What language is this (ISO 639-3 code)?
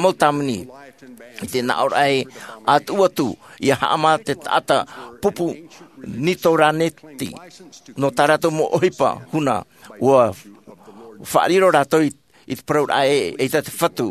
tah